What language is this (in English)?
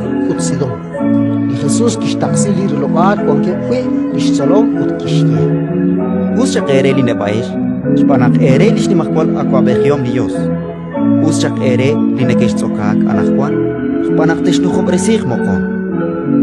Kekchí